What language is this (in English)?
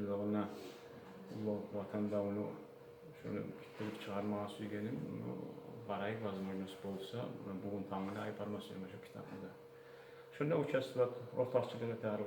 Kumyk